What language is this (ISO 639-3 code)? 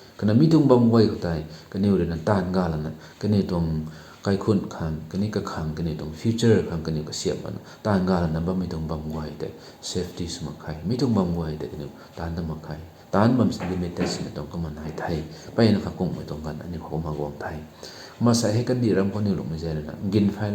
nbu